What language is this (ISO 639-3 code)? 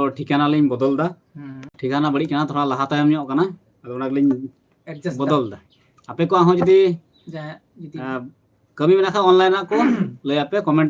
sat